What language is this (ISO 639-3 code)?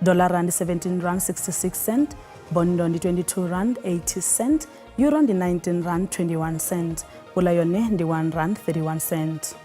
ven